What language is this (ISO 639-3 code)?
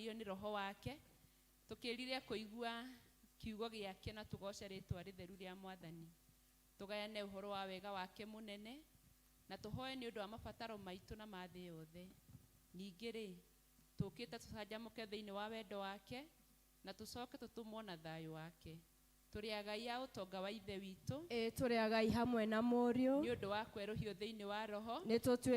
kik